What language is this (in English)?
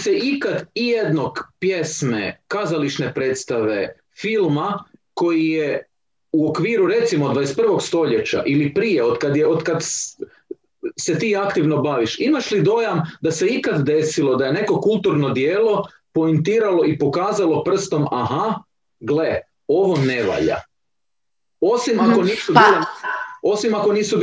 Croatian